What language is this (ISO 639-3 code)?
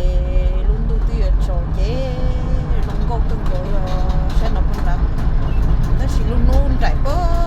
hmn